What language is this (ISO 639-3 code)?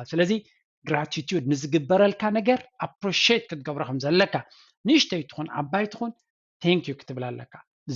tir